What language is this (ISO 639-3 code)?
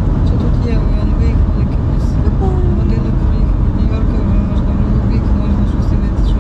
ukr